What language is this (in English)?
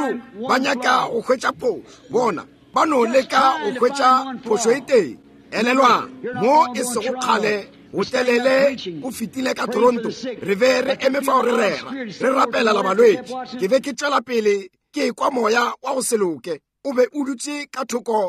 Northern Sotho